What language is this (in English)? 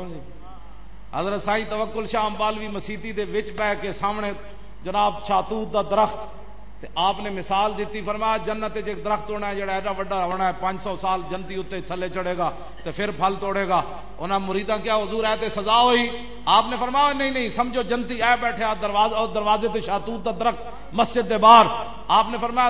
Western Panjabi